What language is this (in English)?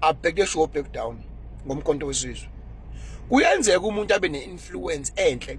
Zulu